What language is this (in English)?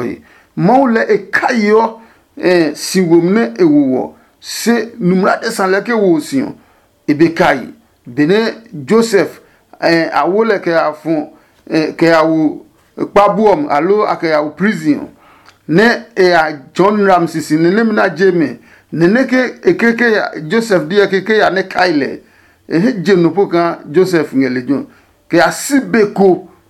Adangme